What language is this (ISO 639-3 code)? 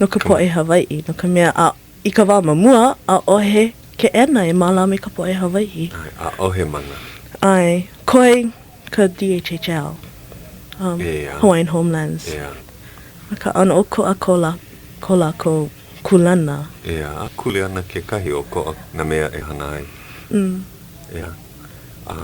haw